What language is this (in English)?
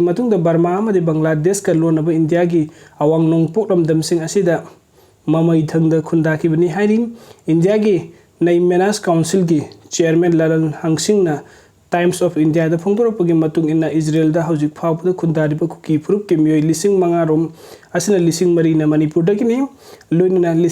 Manipuri